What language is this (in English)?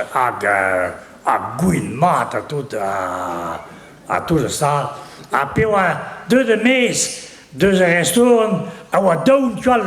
Breton